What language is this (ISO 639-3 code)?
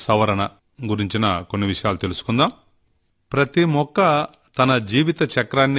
tel